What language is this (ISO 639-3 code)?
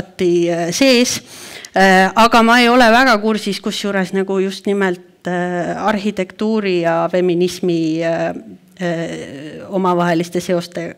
est